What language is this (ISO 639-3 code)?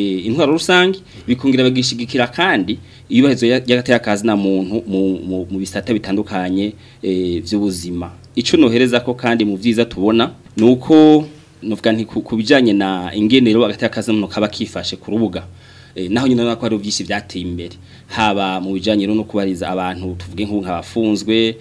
run